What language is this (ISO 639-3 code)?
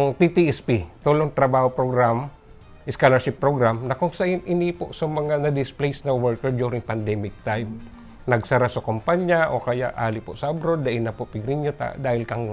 bik